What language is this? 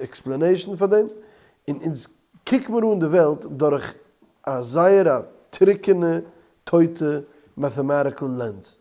Yiddish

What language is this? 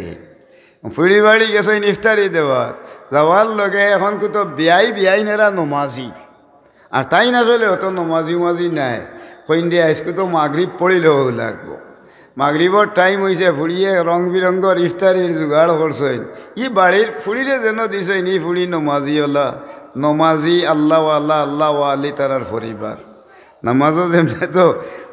Sylheti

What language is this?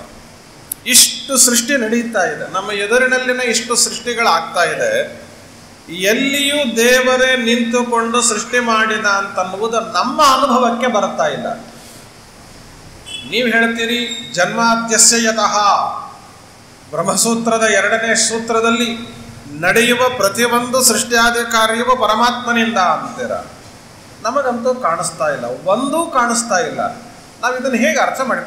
Kannada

